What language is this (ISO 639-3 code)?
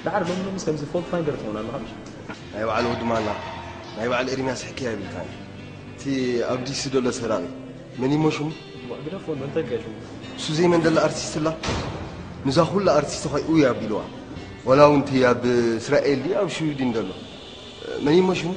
tir